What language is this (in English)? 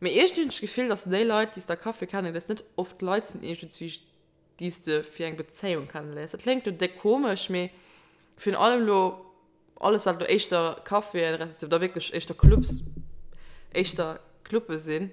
Luxembourgish